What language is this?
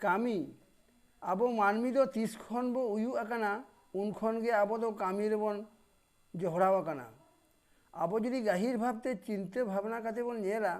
Santali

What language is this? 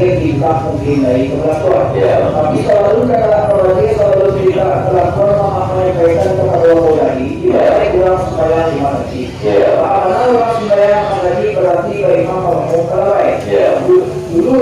Minangkabau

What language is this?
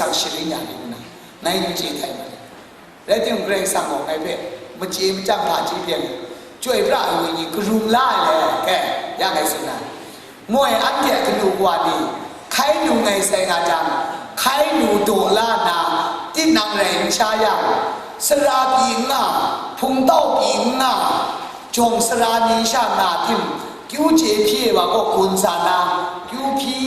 Kachin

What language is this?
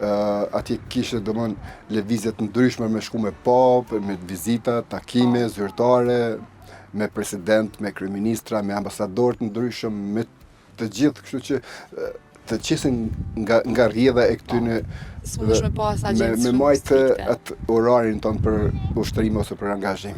Albanian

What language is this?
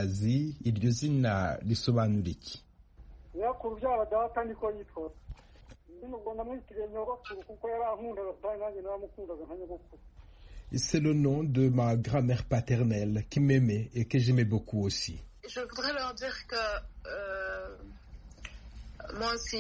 Kinyarwanda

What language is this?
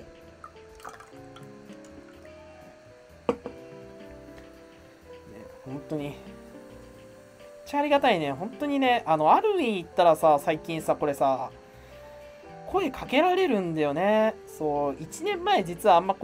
Japanese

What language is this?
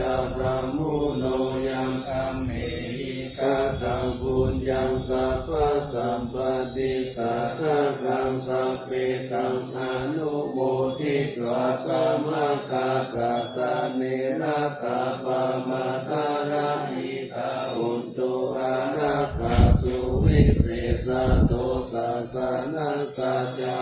Pali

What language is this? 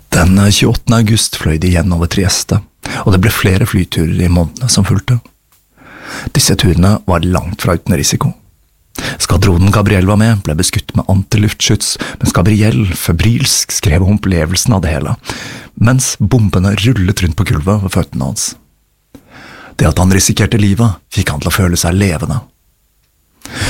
Norwegian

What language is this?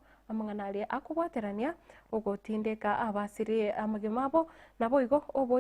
Gusii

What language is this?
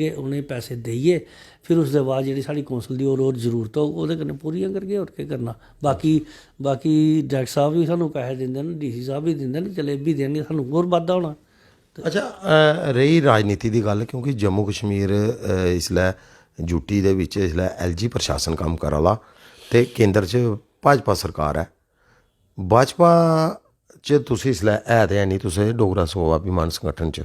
Dogri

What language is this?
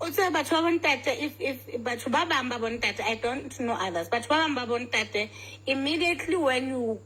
Southern Sotho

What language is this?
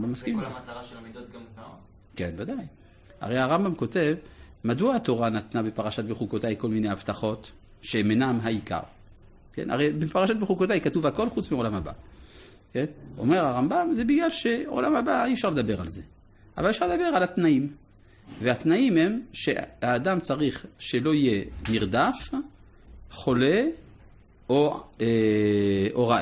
Hebrew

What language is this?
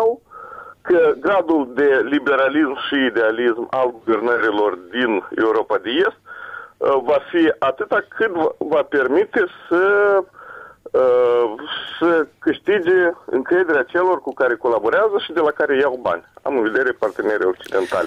Romanian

